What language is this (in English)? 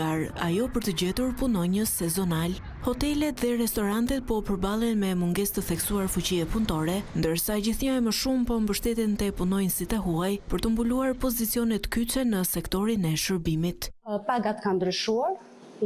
Albanian